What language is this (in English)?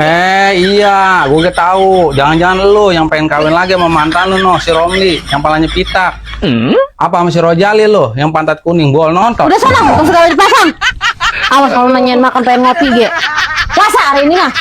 Betawi